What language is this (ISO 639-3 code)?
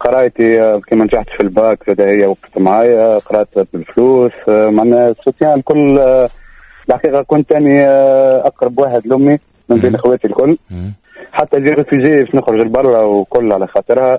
aeb